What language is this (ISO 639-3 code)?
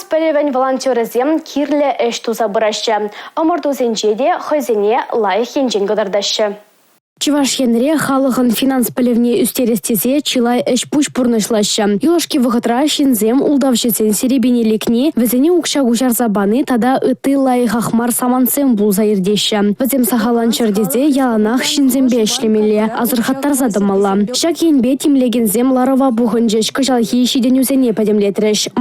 chv